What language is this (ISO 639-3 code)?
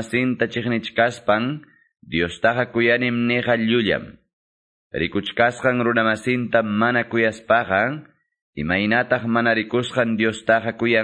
quy